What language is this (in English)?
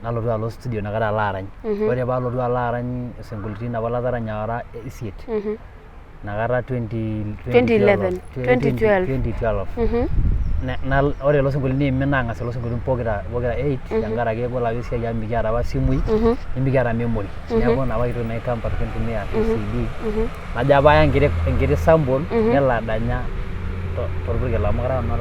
Masai